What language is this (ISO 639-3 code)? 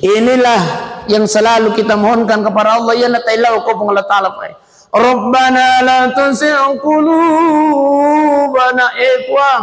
bug